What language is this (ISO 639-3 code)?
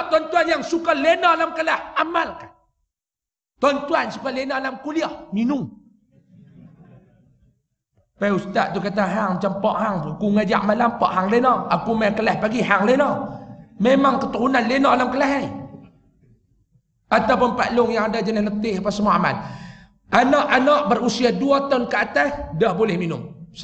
msa